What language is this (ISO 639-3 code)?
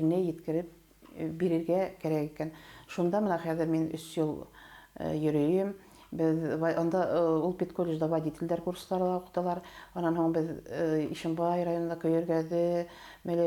bak